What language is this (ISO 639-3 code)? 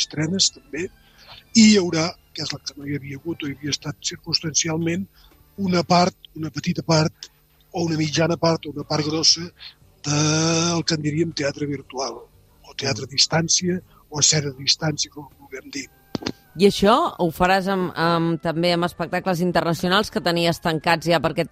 cat